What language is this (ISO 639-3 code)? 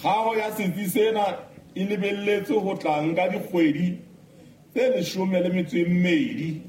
sot